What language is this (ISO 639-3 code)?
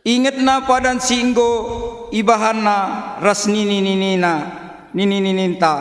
btx